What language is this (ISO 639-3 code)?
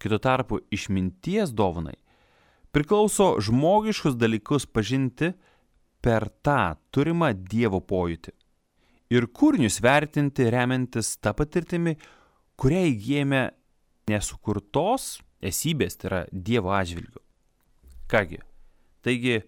lit